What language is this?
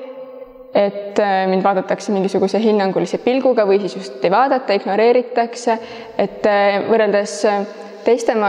Estonian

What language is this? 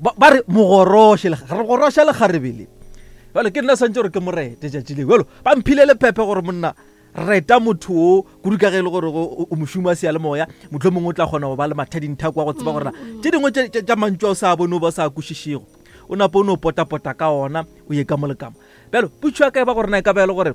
Northern Sotho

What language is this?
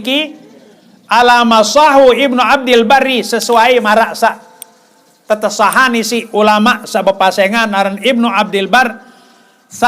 Sasak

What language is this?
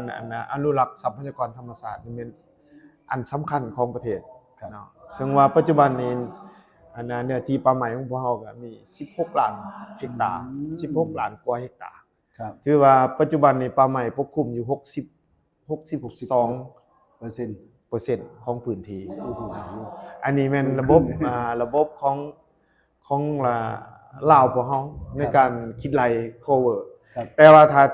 Lao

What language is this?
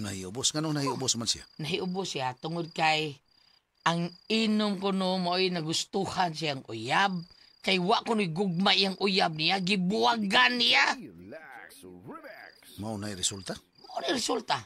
Cebuano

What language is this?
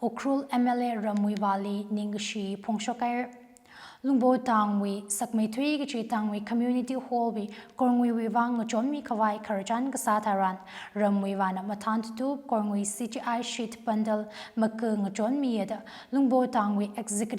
Tangkhul Naga (India)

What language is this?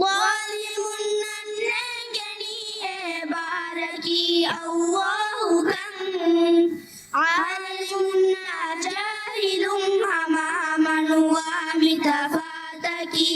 Divehi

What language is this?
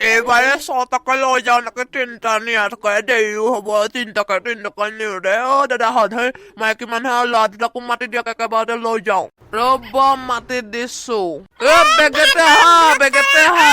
Assamese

